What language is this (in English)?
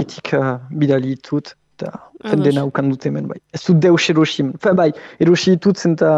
Basque